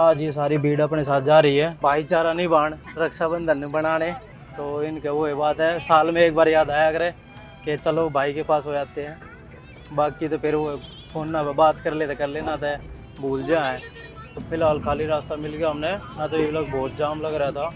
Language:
Haryanvi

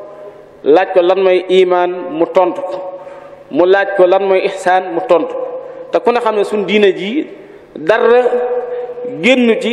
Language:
Wolof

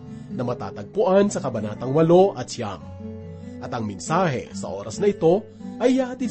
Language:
Filipino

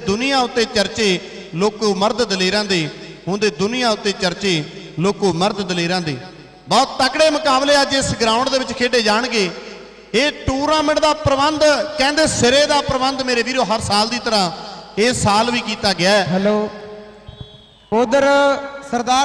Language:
Punjabi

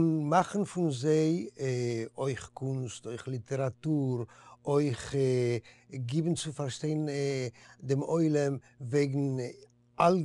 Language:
Yiddish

